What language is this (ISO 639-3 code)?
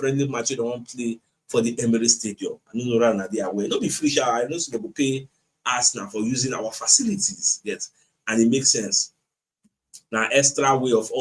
pcm